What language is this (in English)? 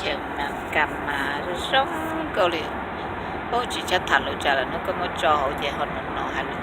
Hmong